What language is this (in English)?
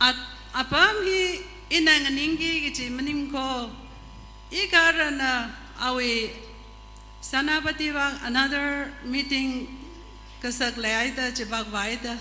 Tangkhul Naga (India)